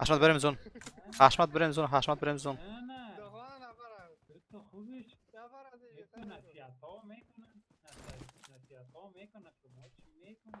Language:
Persian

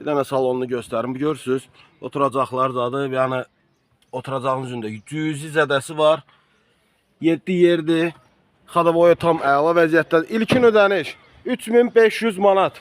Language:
Azerbaijani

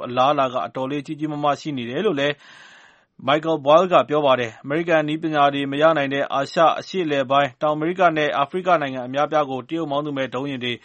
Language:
Burmese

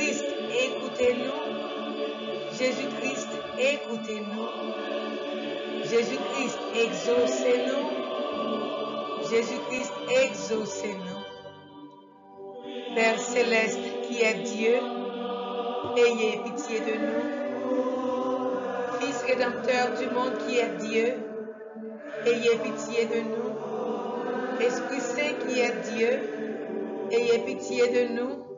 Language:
French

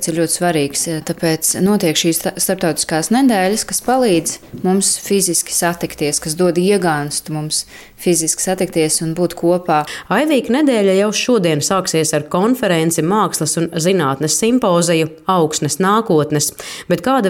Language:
Latvian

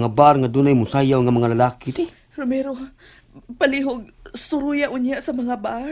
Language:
Cebuano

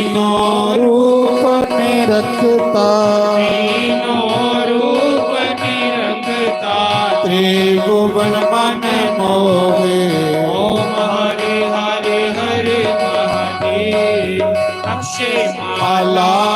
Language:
Dogri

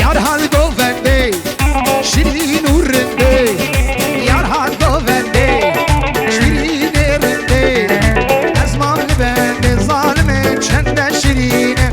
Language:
Kurdish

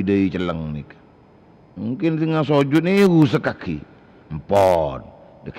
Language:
Madurese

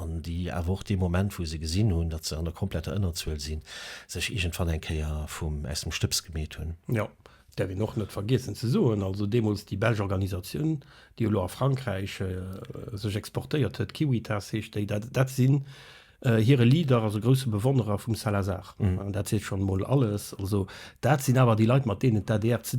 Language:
Luxembourgish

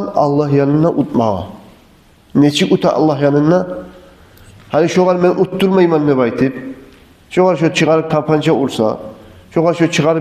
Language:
Kumyk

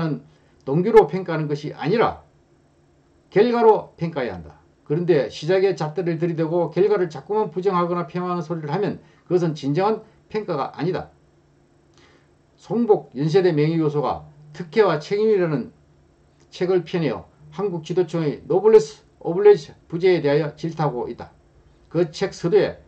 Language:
Korean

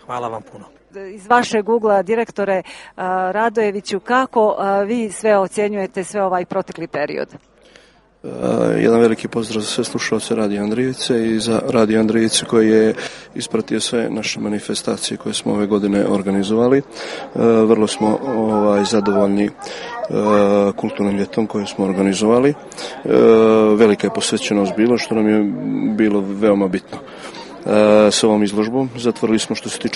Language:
Serbian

